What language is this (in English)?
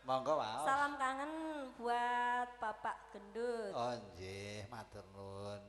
Javanese